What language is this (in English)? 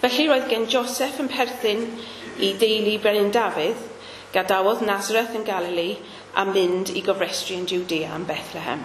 Welsh